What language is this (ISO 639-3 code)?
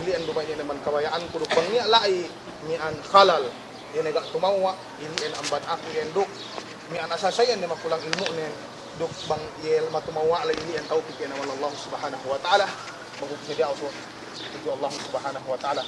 yka